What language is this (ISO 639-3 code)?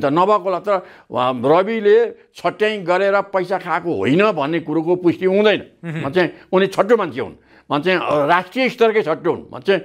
nep